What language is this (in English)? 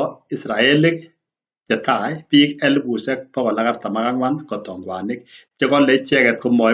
Kalenjin